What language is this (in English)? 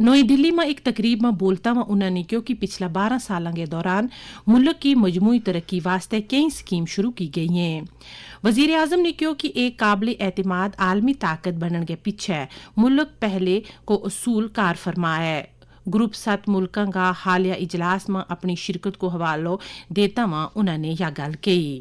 Gujari